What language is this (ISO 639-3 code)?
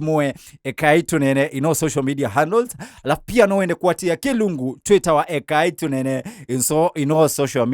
kam